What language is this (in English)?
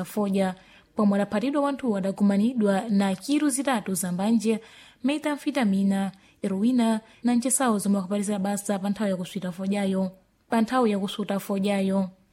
Sena